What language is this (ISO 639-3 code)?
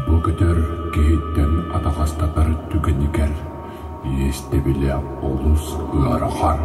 sah